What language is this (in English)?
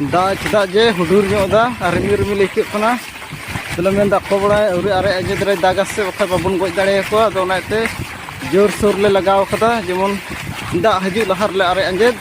Santali